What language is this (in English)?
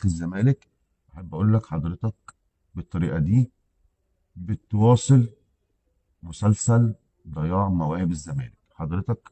Egyptian Arabic